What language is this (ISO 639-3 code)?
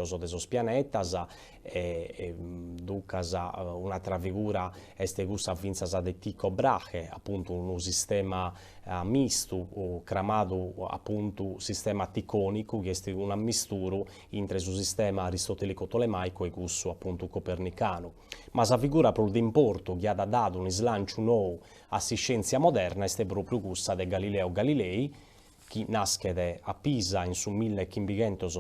srd